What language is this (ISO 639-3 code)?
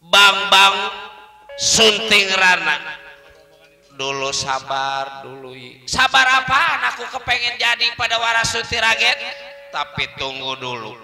bew